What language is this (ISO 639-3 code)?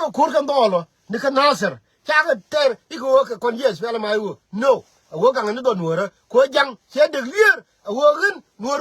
nus